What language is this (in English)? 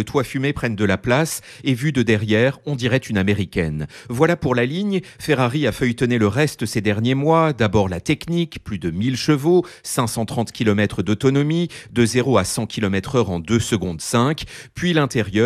French